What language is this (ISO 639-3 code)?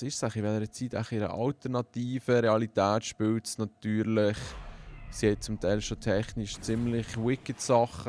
gsw